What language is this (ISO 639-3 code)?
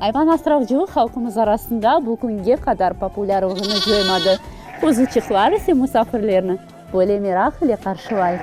crh